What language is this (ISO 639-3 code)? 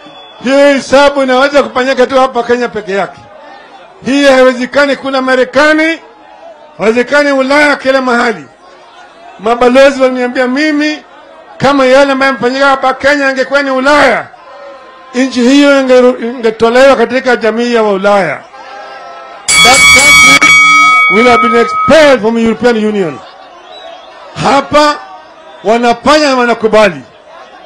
swa